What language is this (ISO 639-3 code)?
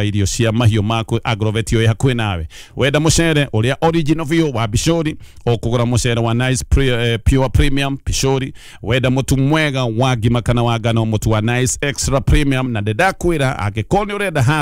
kik